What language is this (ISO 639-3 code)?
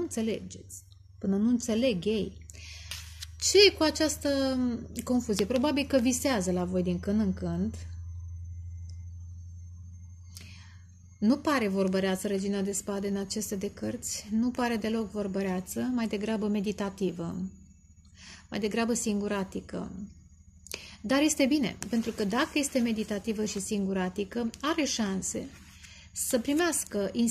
ron